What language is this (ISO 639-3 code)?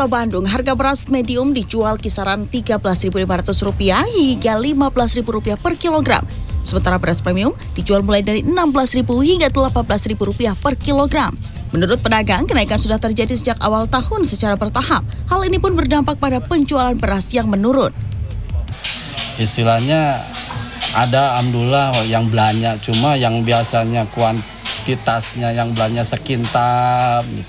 ind